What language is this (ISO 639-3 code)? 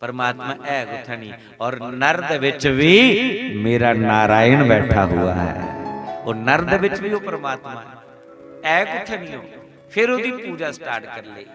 doi